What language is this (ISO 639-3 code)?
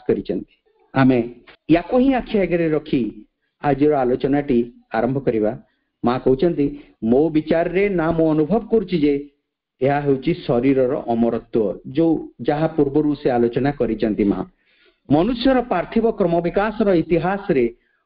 ori